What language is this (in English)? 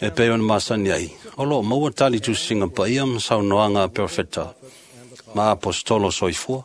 Samoan